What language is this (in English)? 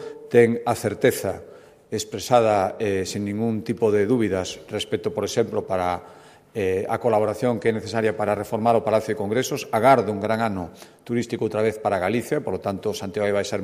Galician